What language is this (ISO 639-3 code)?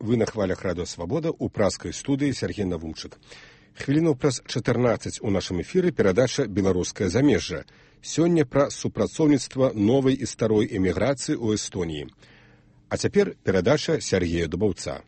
bel